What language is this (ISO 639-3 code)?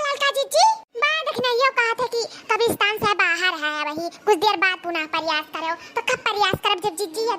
awa